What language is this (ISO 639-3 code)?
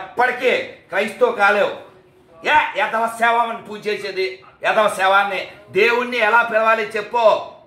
tel